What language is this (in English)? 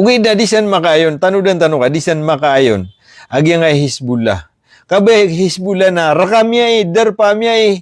Maranao